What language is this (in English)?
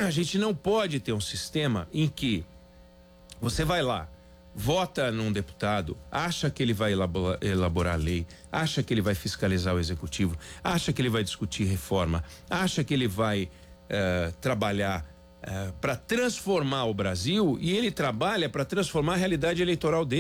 Portuguese